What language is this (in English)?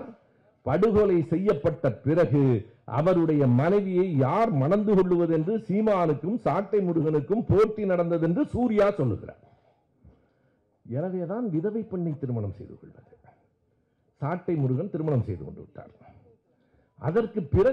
Tamil